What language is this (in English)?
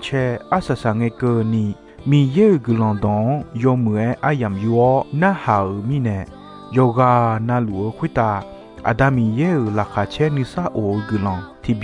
Akha